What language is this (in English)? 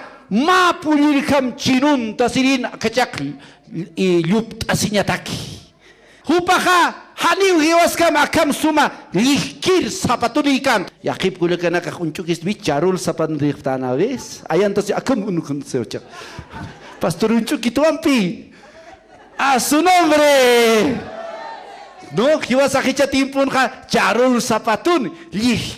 Aymara